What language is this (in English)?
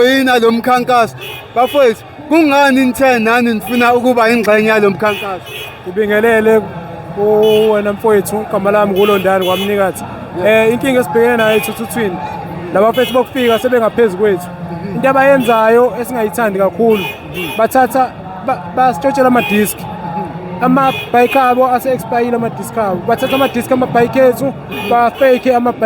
Zulu